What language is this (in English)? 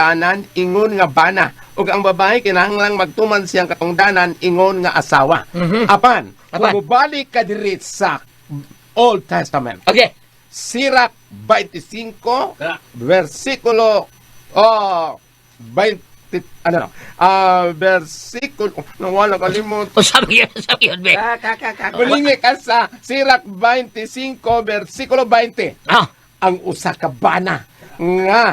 Cebuano